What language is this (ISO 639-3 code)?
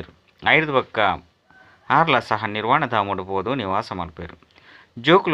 tcy